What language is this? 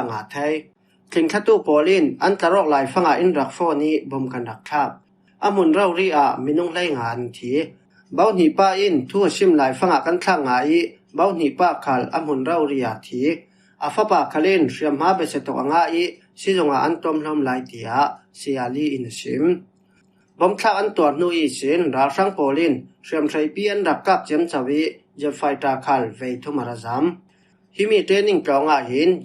Falam Chin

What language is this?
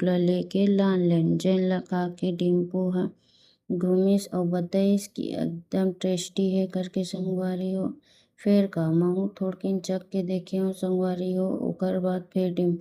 Chhattisgarhi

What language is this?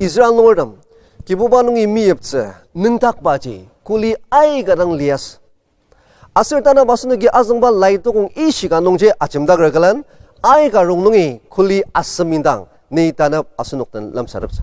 Ao Naga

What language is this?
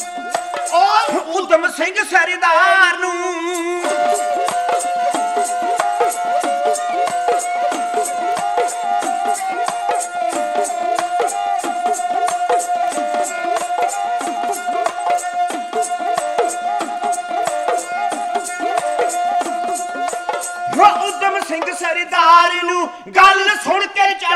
Punjabi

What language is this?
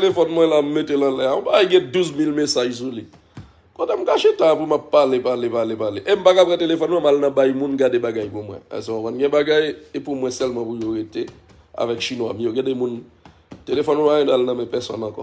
Haitian Creole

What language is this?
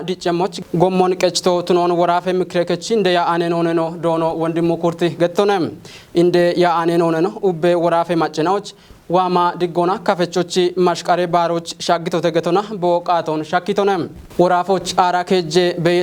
Kafa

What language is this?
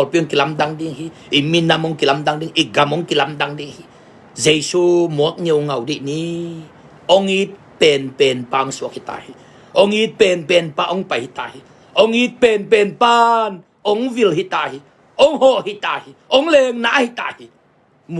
Tedim Chin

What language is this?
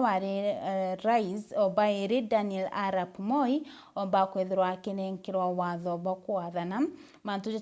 Meru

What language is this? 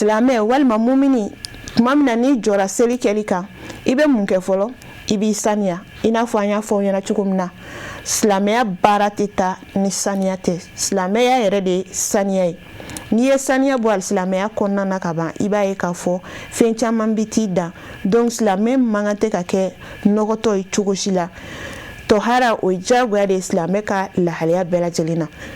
Bambara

